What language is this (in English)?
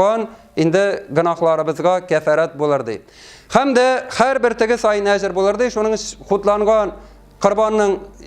Tatar